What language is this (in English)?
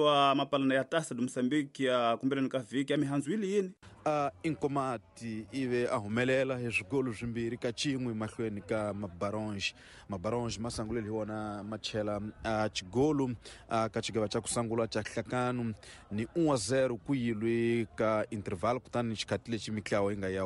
Tsonga